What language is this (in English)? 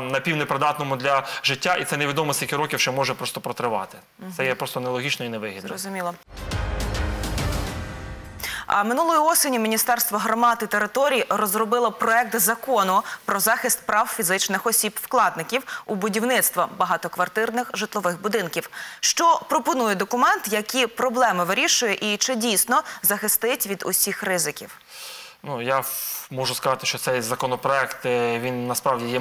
Ukrainian